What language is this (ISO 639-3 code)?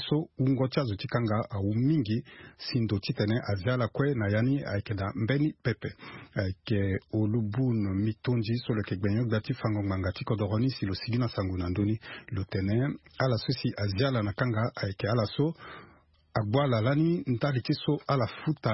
sag